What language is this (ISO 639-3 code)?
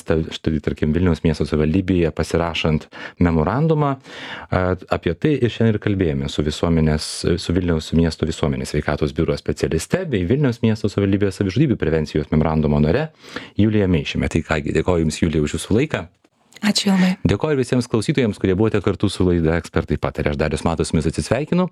lit